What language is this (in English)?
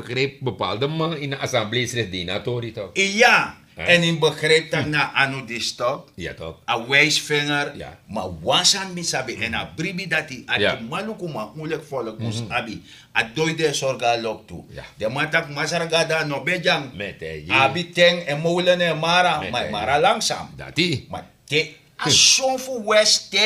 Sranan Tongo